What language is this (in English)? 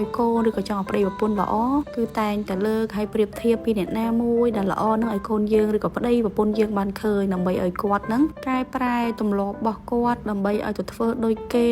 Khmer